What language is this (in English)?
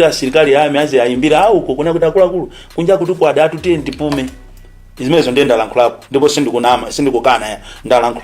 Nyanja